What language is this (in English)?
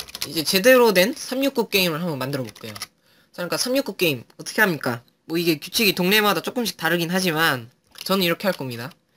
Korean